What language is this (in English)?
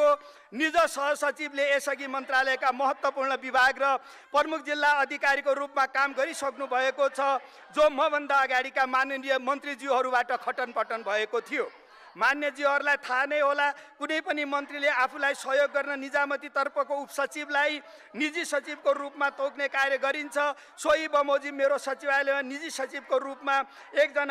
Nepali